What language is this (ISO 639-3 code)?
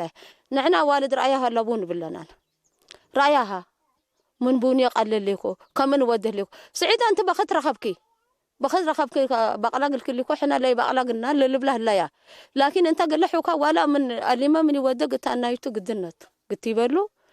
tig